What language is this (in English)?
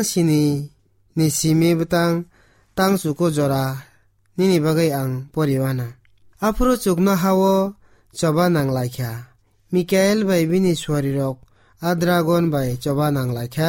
Kok Borok